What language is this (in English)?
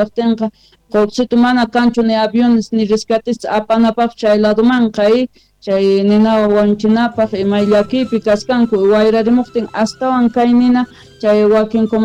Quechua